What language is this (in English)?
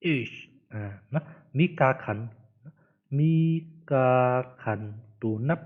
Shan